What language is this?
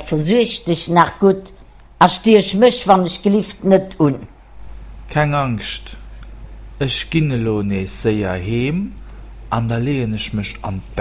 Luxembourgish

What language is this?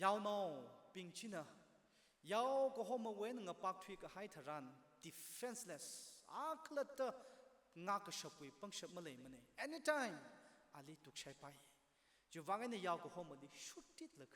Tangkhul Naga (India)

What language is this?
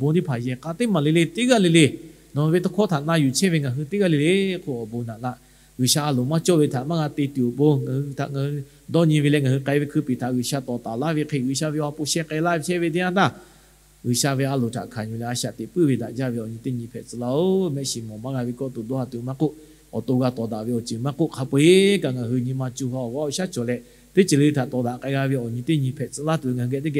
Lahu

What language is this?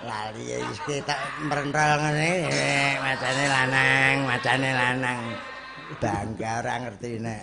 Javanese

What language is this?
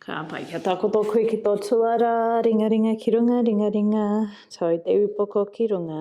Māori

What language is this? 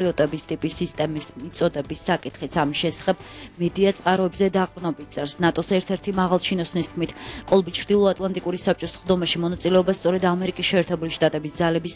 Georgian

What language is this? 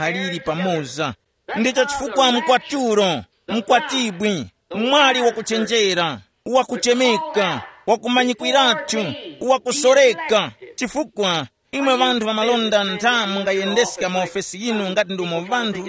Tumbuka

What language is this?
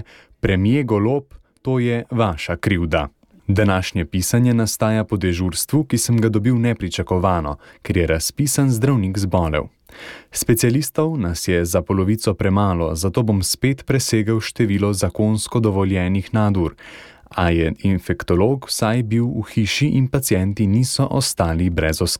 Slovenian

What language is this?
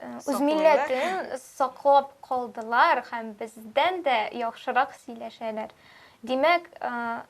Tatar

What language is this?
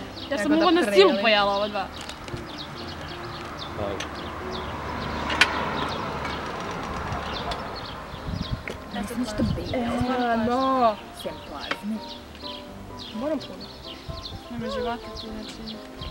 Croatian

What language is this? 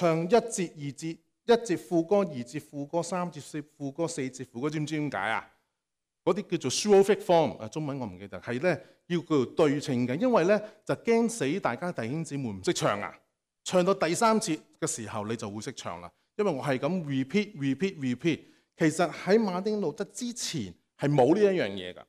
Cantonese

